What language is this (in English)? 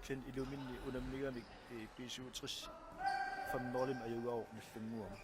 Kalaallisut